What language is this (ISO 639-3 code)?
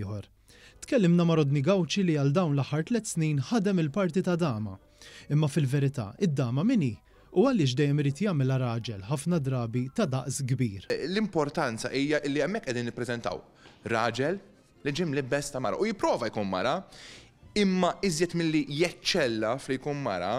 mlt